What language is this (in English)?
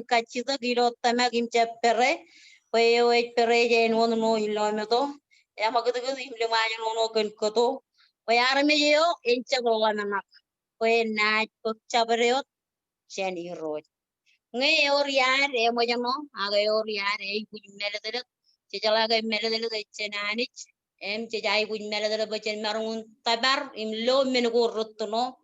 Marshallese